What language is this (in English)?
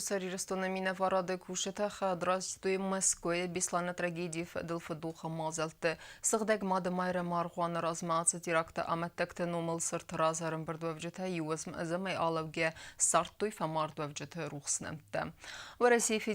Ossetic